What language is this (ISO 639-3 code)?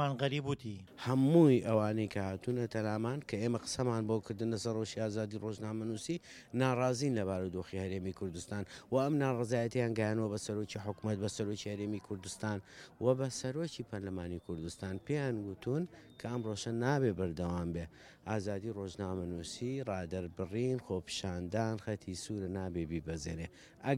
ckb